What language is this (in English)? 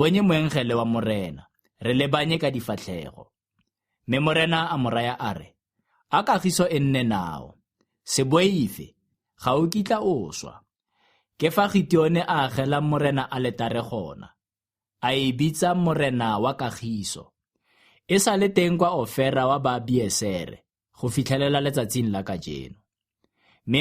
Tswana